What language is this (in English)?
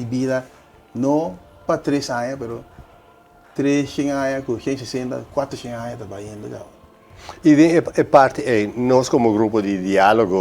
Papiamento